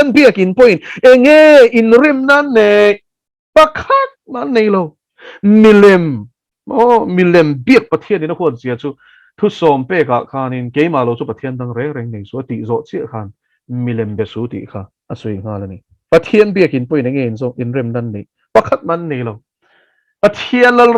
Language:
Mizo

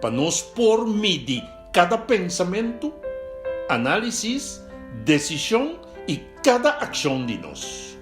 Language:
Papiamento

